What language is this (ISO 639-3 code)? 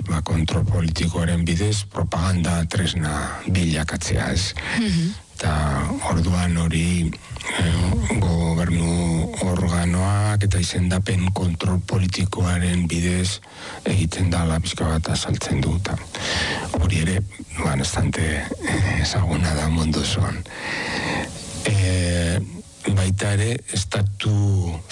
eus